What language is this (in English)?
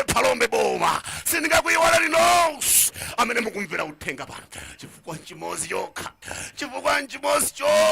Nyanja